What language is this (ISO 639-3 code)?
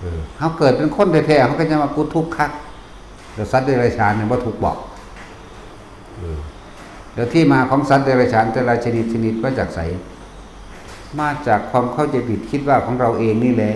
tts